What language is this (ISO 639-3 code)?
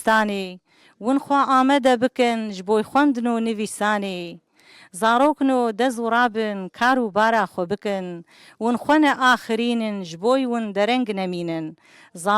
kur